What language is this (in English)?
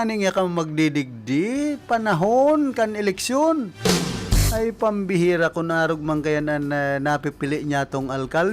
Bikol